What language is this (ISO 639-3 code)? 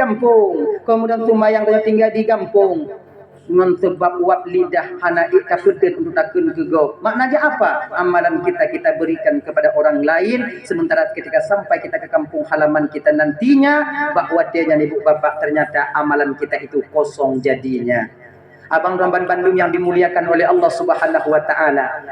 ace